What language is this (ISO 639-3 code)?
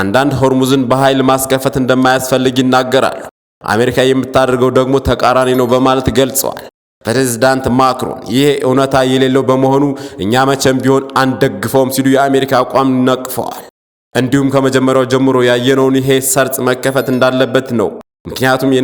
amh